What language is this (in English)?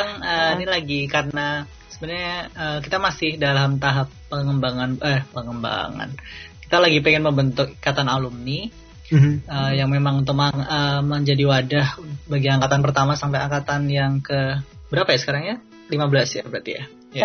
Indonesian